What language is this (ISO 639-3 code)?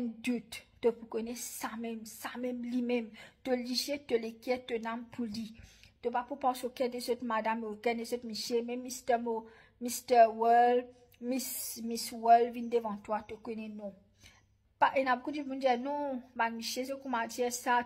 mfe